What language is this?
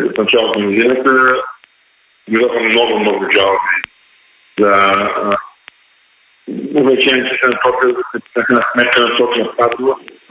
Bulgarian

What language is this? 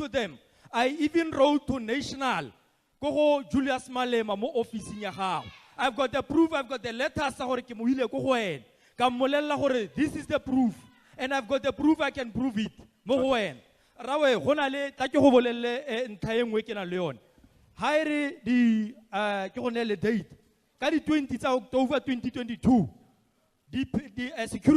Tswana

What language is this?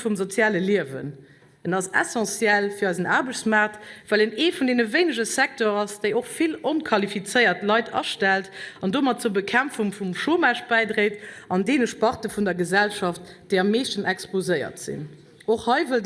Luxembourgish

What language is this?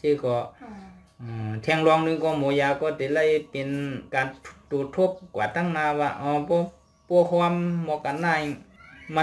Shan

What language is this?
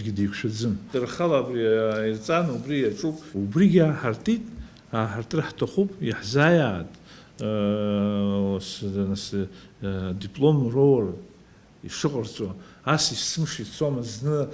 Abkhazian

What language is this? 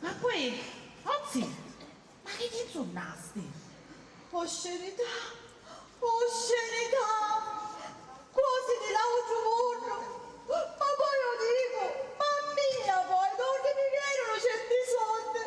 Sicilian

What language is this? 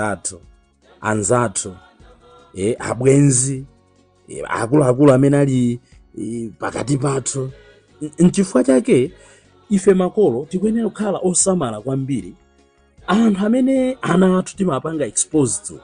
Nyanja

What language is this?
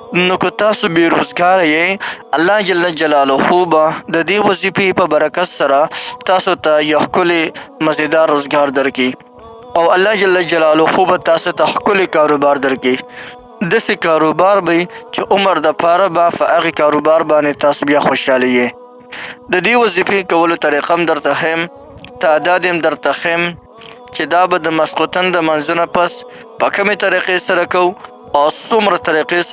Pashto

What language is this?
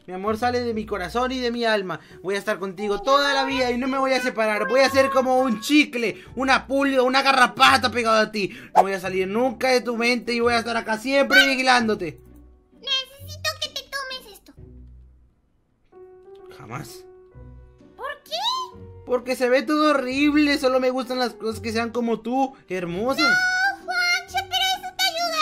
Spanish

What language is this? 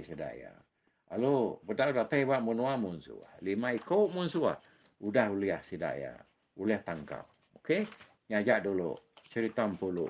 Iban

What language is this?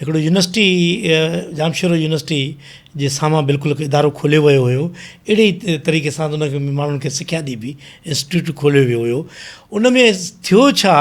Sindhi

